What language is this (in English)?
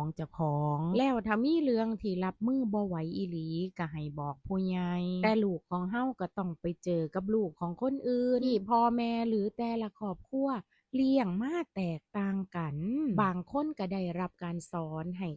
Lao